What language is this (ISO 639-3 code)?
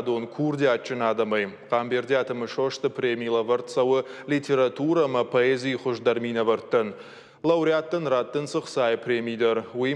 oss